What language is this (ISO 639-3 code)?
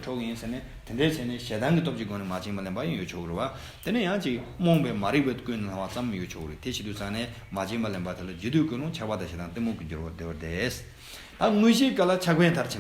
bod